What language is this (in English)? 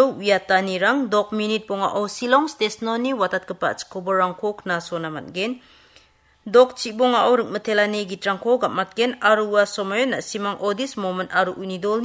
Garo